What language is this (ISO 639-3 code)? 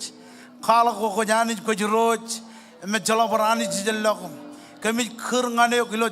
mah